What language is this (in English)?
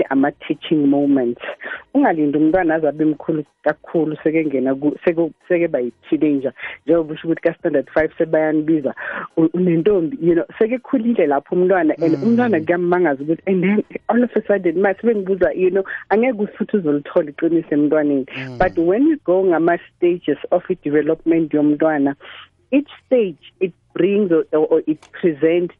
South Ndebele